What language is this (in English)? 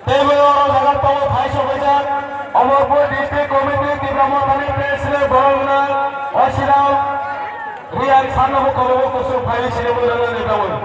Kok Borok